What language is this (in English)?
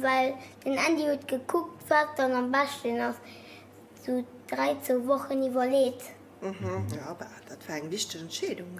Luxembourgish